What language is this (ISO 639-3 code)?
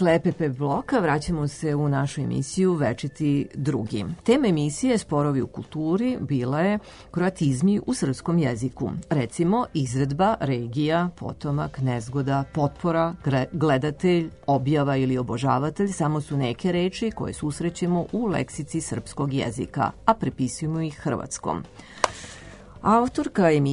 srp